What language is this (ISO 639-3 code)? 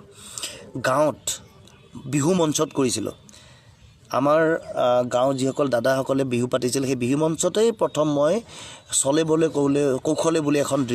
asm